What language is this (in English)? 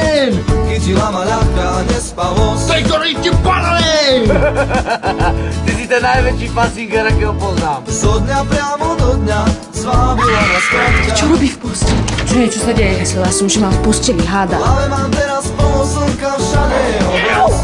Slovak